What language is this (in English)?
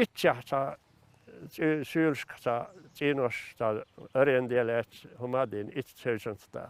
Chechen